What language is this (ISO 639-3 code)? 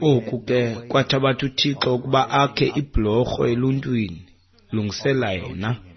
xho